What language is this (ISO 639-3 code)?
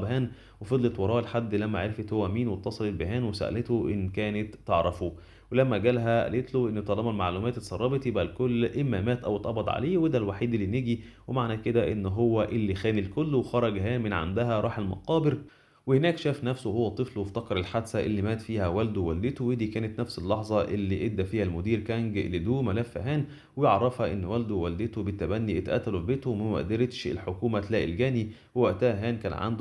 arz